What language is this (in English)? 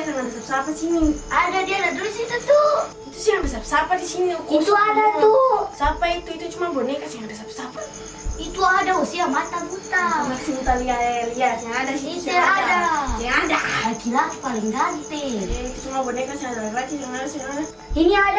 Ambonese Malay